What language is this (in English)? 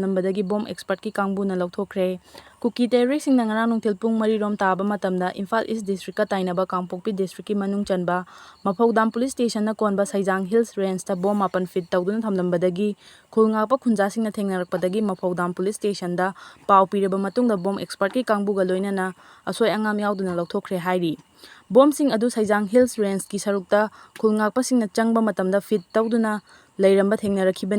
Manipuri